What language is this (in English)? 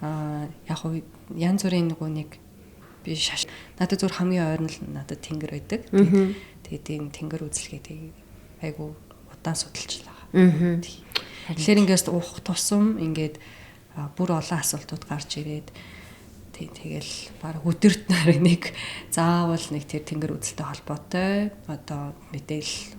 Mongolian